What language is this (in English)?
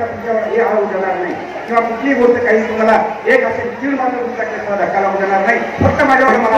Marathi